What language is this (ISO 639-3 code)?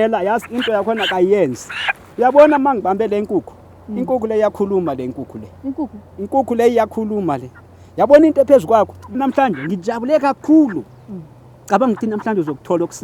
zul